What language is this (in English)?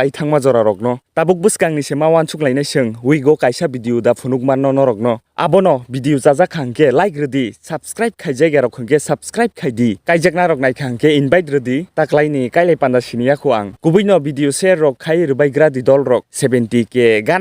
Kok Borok